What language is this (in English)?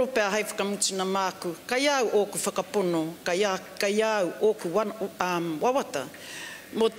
Māori